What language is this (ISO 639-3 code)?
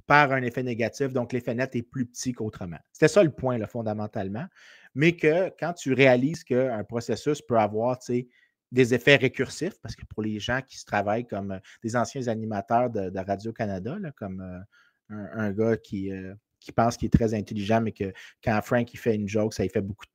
fra